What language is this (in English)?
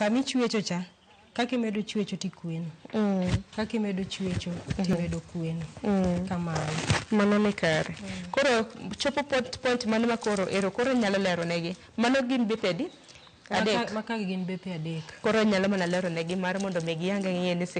Luo (Kenya and Tanzania)